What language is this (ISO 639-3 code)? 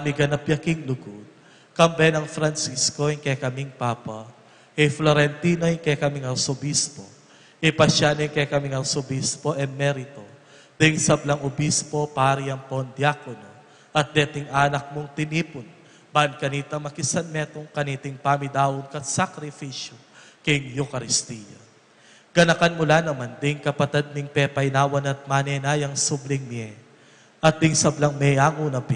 pam